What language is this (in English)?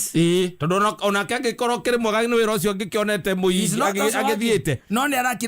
Kikuyu